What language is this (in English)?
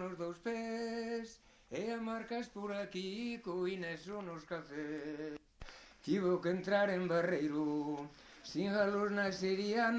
Galician